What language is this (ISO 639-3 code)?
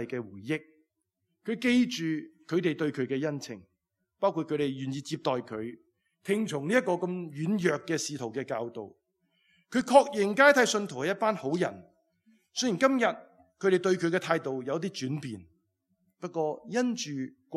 yue